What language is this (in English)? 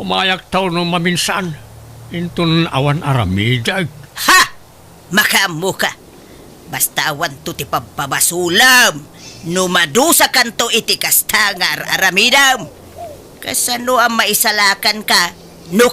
Iloko